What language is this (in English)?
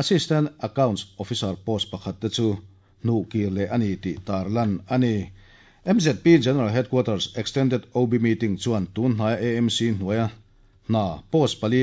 Mizo